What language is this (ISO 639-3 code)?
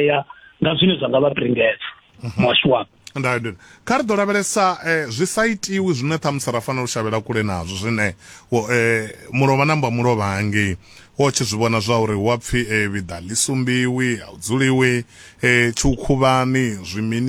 ven